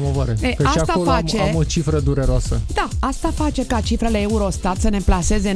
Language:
Romanian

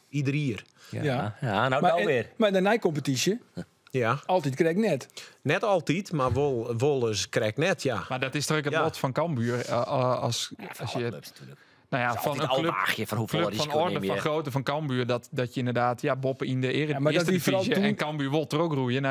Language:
Western Frisian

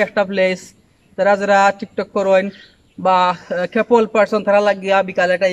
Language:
Sylheti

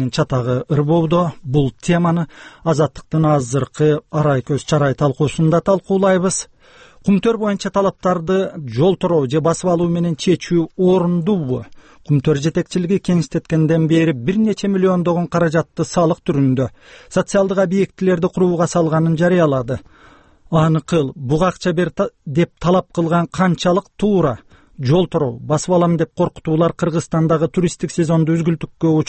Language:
Kyrgyz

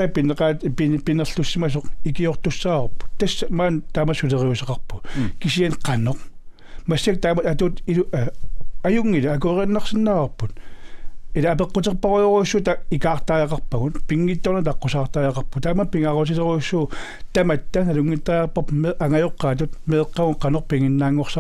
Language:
Kalaallisut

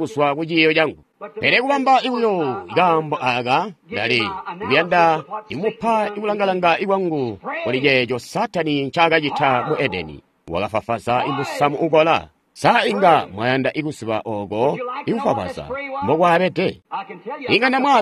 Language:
Tonga (Zambia)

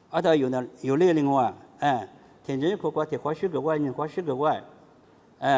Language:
Lisu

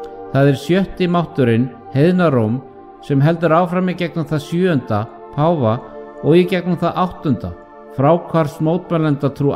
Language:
Icelandic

